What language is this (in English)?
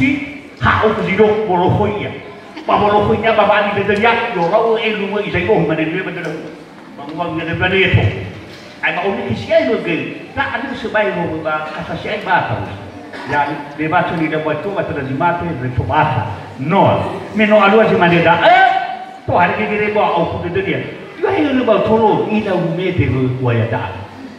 Nias